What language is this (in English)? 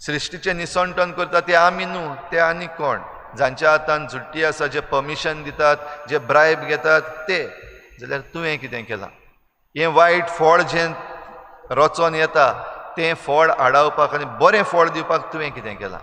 Konkani